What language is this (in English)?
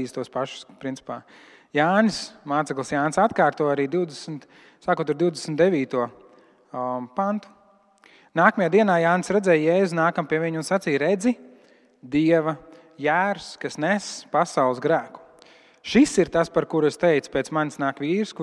Latvian